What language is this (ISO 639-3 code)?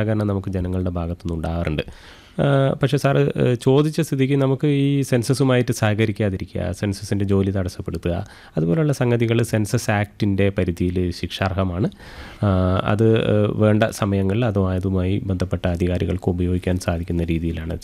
mal